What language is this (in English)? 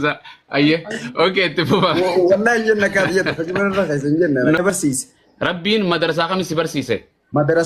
Oromo